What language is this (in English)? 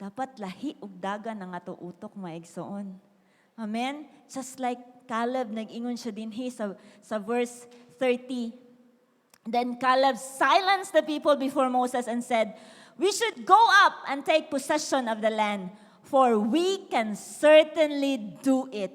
Cebuano